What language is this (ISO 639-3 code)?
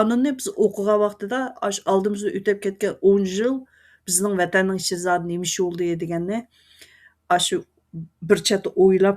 uig